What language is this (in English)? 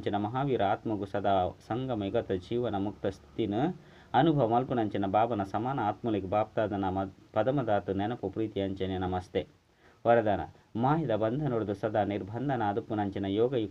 Tulu